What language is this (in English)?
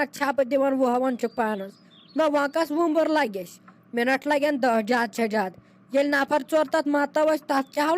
Kashmiri